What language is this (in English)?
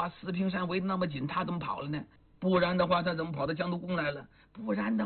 Chinese